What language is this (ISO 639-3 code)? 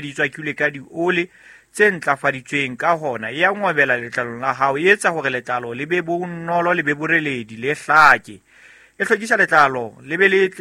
sot